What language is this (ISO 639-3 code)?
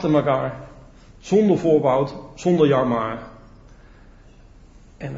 nld